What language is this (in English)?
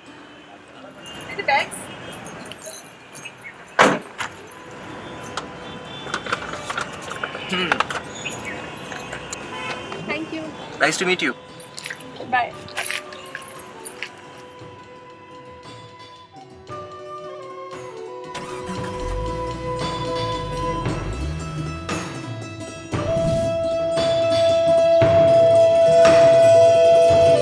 Hindi